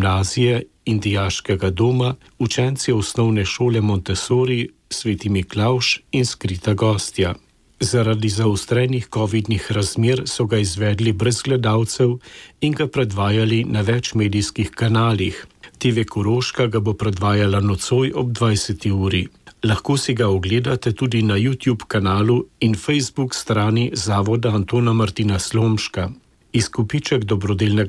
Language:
Slovenian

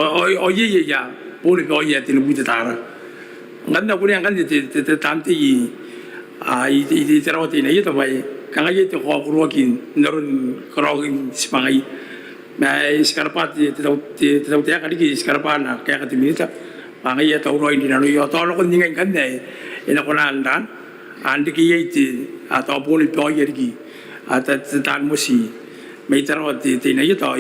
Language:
Gilbertese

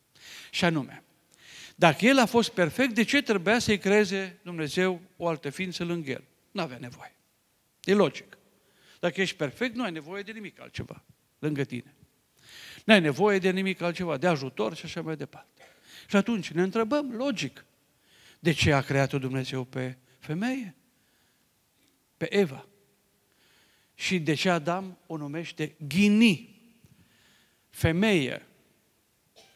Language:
Romanian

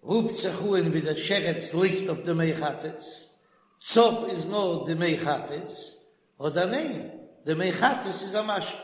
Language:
Yiddish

